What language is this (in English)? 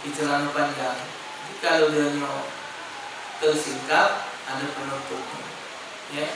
Musi